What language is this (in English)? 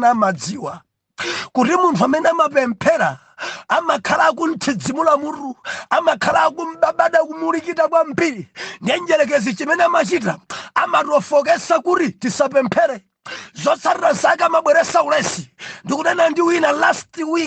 Nyanja